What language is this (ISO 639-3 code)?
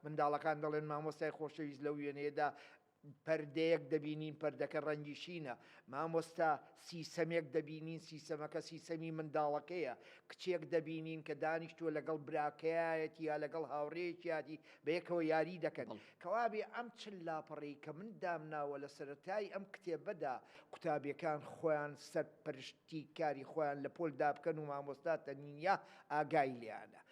ckb